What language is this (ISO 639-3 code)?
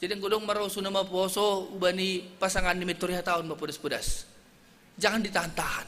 bts